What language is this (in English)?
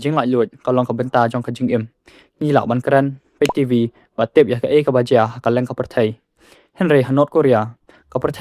Khasi